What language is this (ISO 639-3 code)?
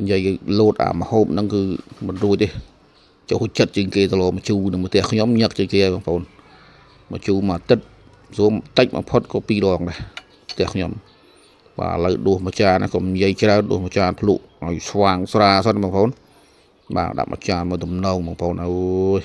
khm